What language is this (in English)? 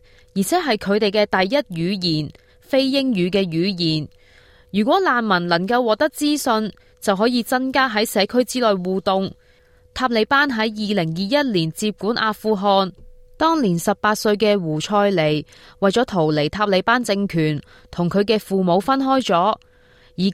Cantonese